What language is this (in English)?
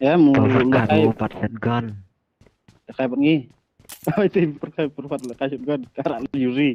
Khasi